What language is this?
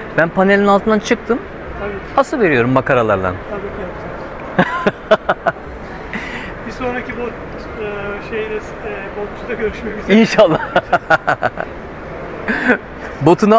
Turkish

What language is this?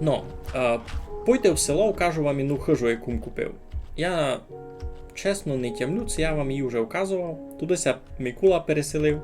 Rusyn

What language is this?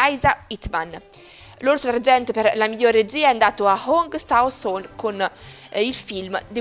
Italian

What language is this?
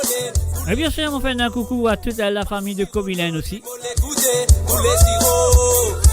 Morisyen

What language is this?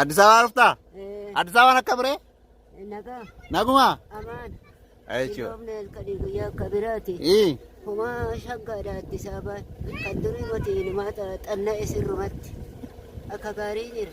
Oromo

